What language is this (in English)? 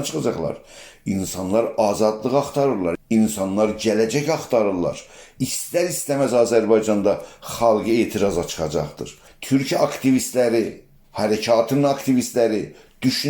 South Azerbaijani